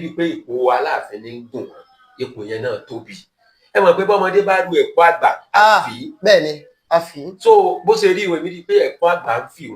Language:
Yoruba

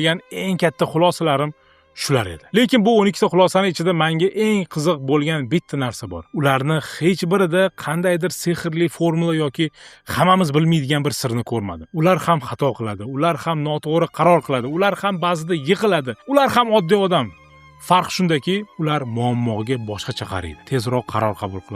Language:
Uzbek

